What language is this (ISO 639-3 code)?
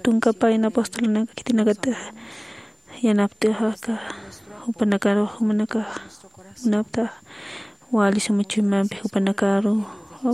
aym